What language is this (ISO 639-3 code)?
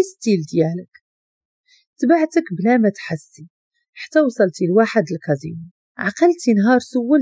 ary